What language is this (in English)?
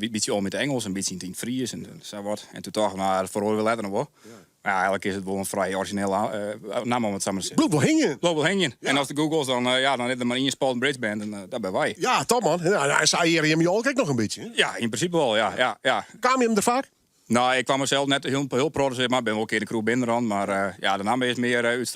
Western Frisian